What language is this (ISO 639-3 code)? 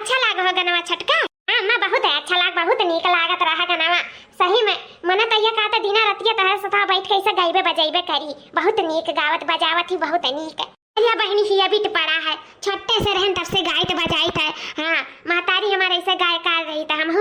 awa